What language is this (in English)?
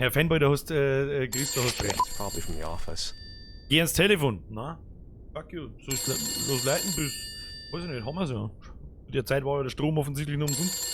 Bavarian